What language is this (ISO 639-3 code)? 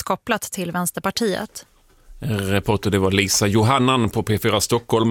swe